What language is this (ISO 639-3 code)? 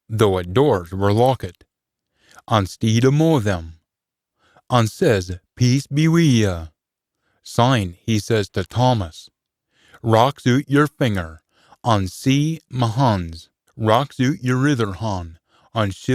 sco